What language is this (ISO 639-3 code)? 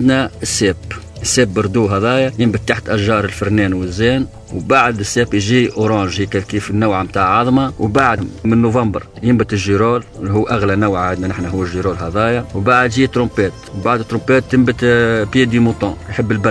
aeb